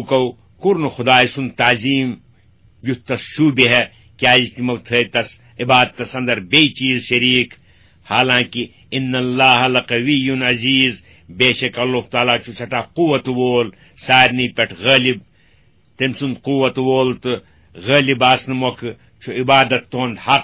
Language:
Kashmiri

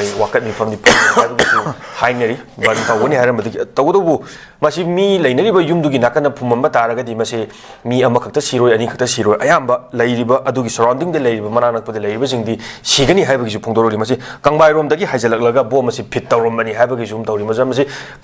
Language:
Manipuri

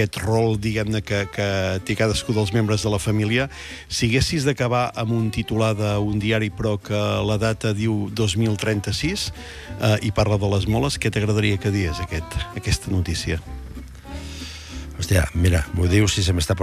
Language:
Catalan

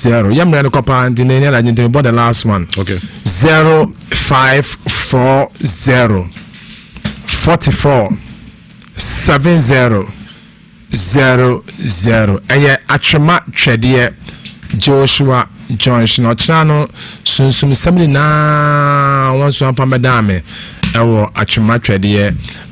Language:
Akan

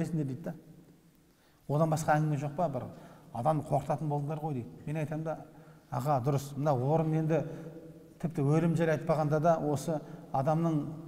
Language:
Kazakh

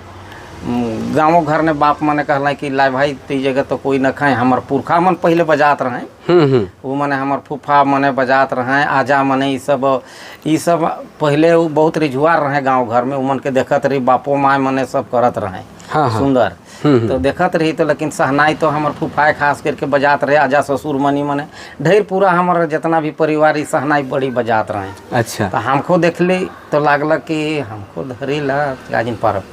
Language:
Sadri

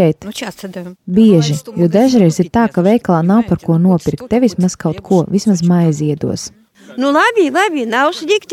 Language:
Latvian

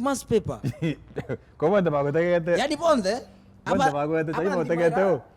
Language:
Meru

